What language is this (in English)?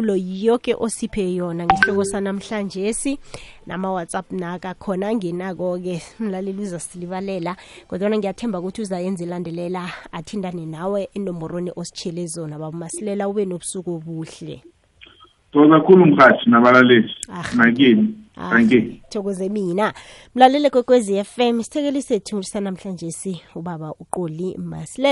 South Ndebele